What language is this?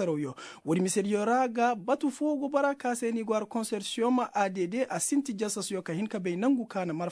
Koyraboro Senni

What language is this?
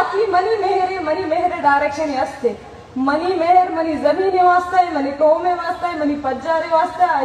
Baluchi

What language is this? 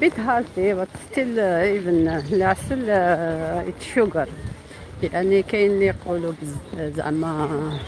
Algerian Arabic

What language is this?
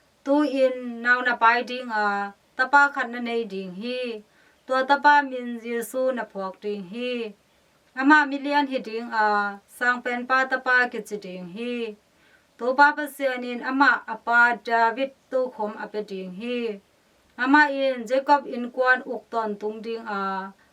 Tedim Chin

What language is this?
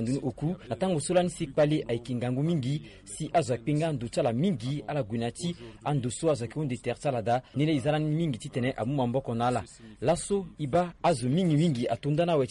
Sango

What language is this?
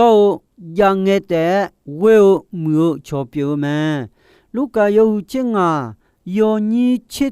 Akha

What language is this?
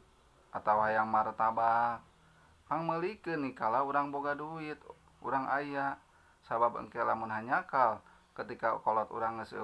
Sundanese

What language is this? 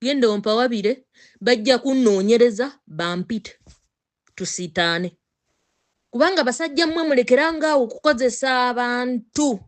Ganda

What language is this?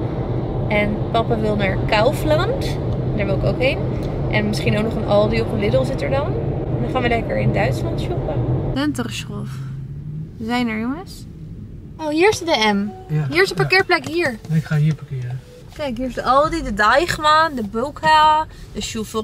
Dutch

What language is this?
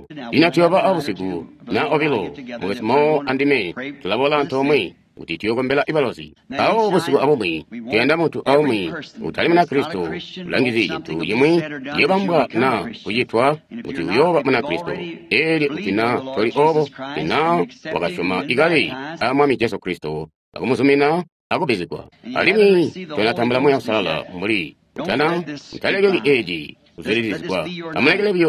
Tonga (Zambia)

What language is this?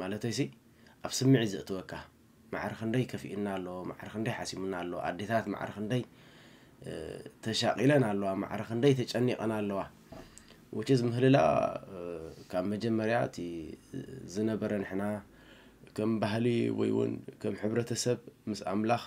Tigrinya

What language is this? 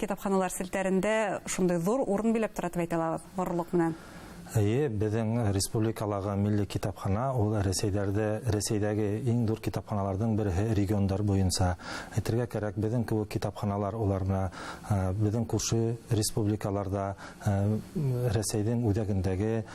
Bashkir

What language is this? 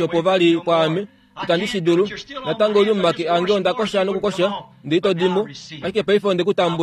Kuanyama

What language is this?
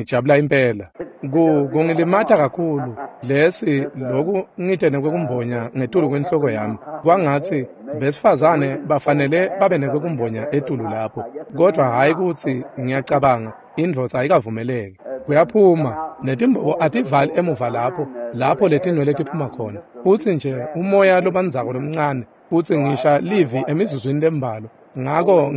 Swati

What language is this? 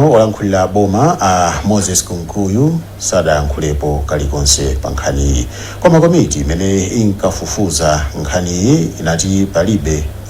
Nyanja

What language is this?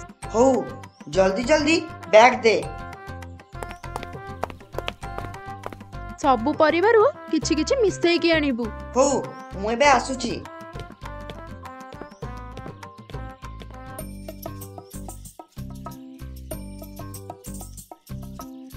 Odia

